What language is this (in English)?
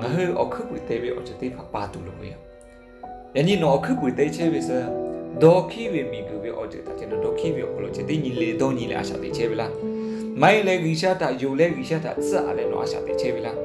Lahu